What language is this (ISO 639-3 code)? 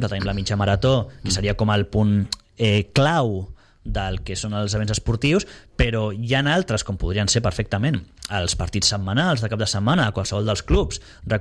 cat